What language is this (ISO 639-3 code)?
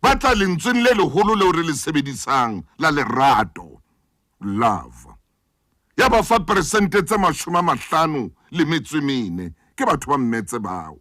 sot